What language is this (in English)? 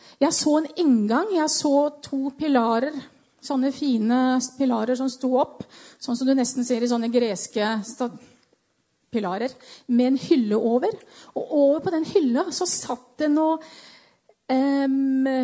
Norwegian